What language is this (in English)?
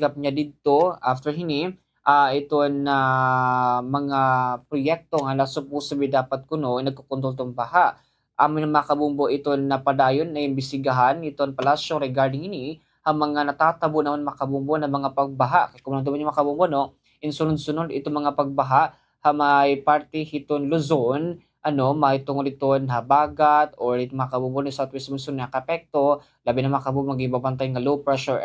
Waray